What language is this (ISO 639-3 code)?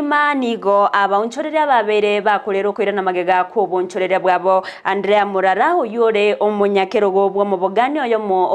guz